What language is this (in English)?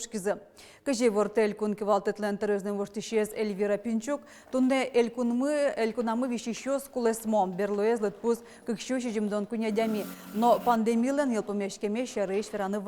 Udmurt